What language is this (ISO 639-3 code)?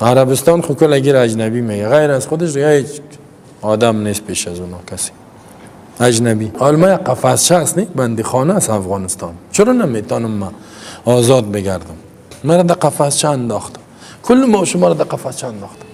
fas